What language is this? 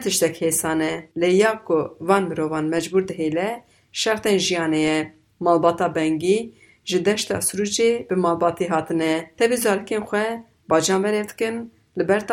Kurdish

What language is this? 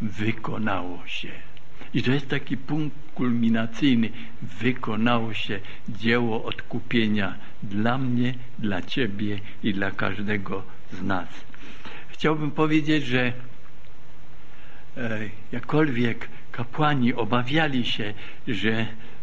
Polish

